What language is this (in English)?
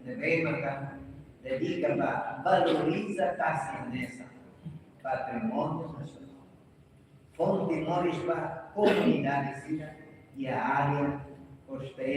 Tetum